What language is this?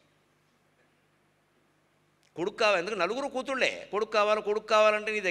Telugu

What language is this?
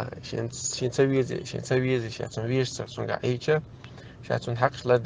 Chechen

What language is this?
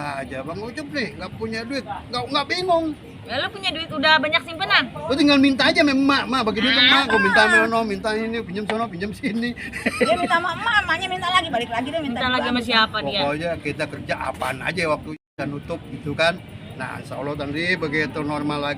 Betawi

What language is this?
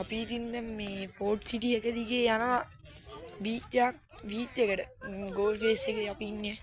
Sinhala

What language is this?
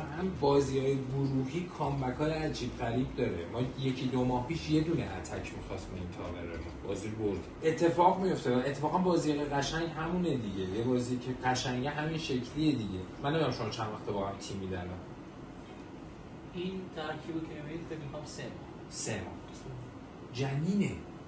Persian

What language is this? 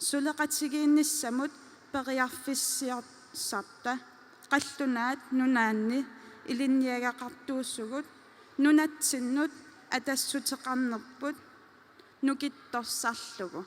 Kalaallisut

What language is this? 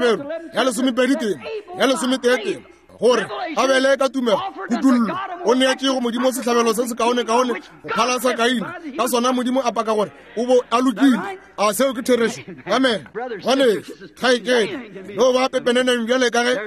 Northern Sotho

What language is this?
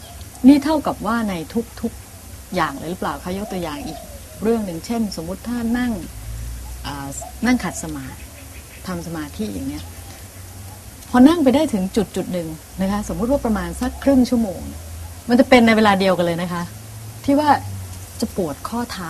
Thai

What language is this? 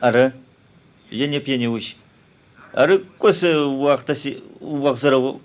Adyghe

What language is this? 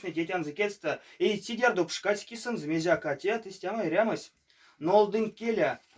Erzya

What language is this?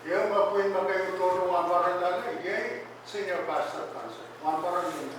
Pohnpeian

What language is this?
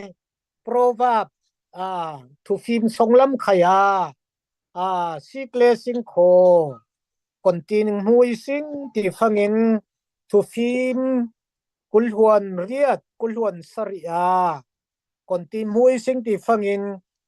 Falam Chin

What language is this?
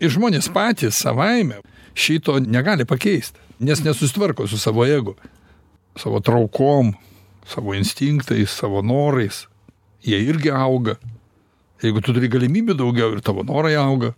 Lithuanian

